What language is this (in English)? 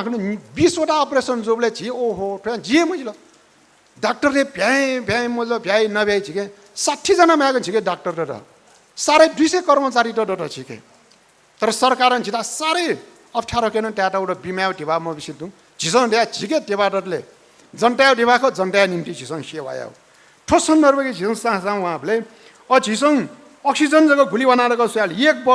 Newari